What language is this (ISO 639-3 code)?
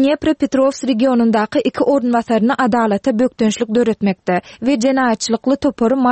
tuk